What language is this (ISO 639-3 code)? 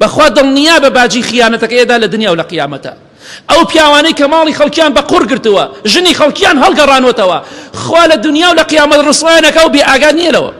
ckb